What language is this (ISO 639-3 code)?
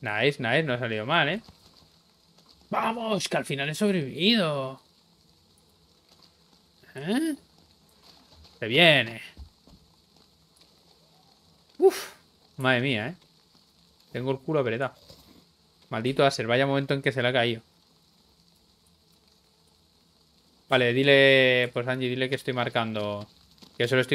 spa